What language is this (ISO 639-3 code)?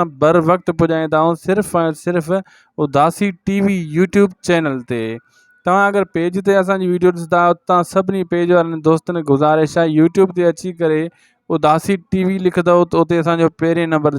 snd